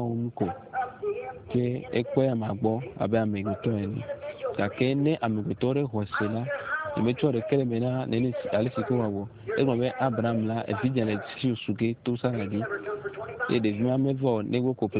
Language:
Ewe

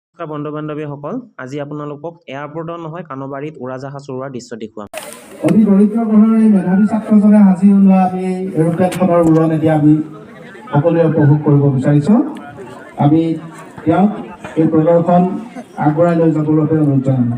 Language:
Assamese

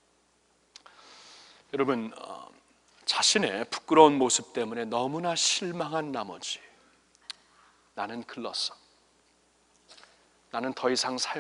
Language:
Korean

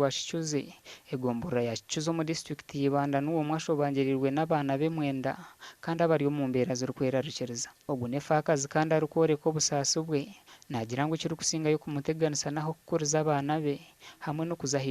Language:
Nyankole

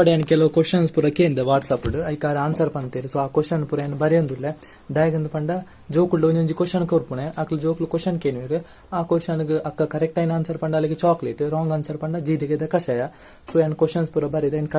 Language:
Tulu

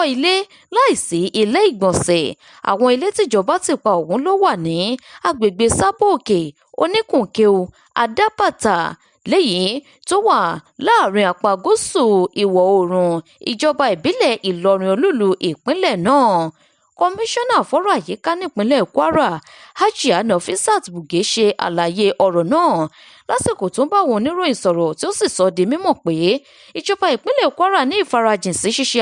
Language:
Yoruba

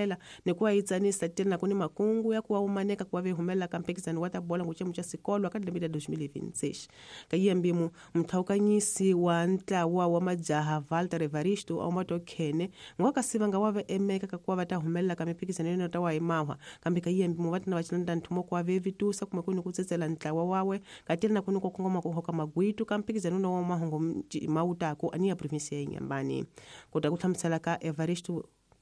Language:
Tsonga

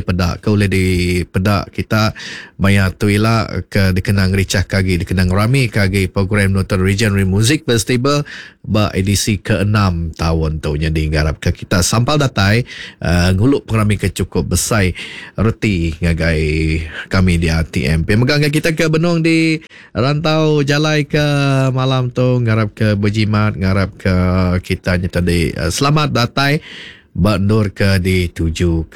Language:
Iban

